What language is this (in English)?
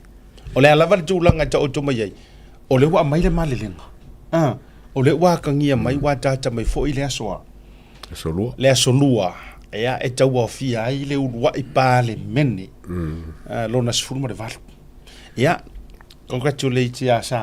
Samoan